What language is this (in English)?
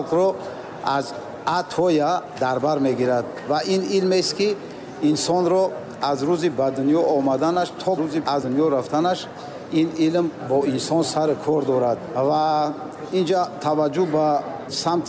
Tajik